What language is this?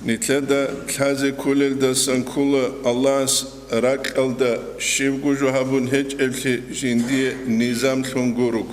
Avaric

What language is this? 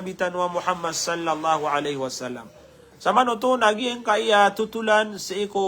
Maranao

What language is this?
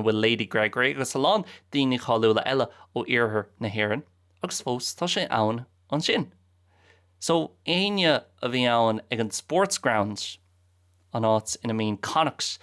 Irish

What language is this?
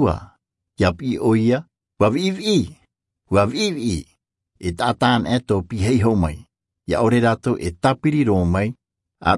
Tahitian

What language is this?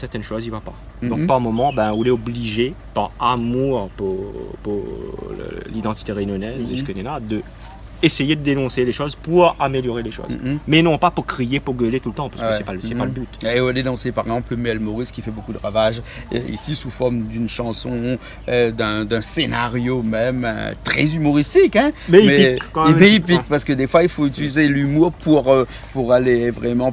Réunion Creole French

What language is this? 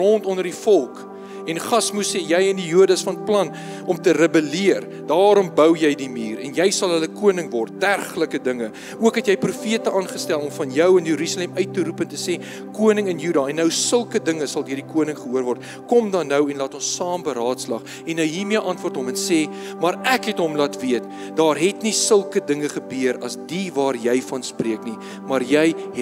Afrikaans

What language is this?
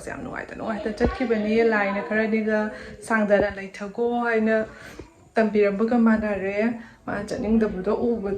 Manipuri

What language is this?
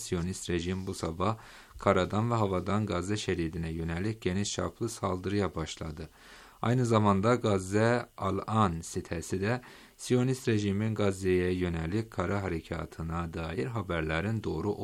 Turkish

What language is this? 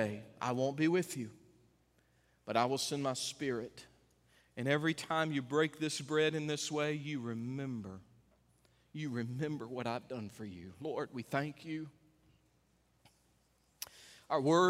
English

